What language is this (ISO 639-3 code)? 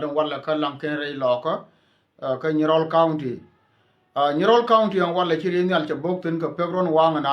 nus